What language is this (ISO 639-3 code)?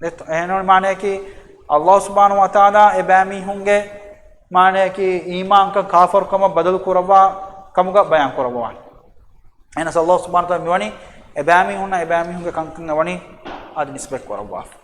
div